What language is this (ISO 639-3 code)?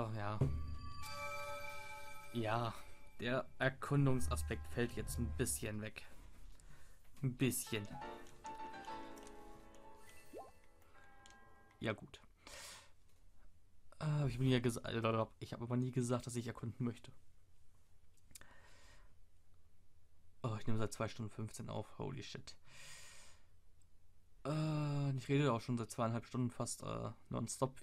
deu